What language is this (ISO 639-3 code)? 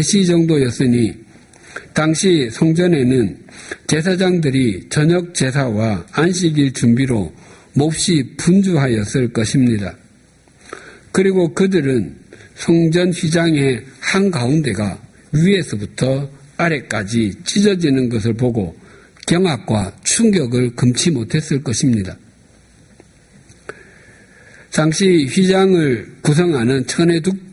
kor